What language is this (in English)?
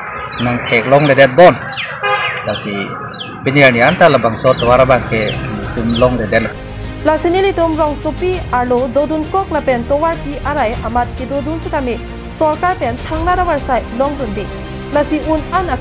Karbi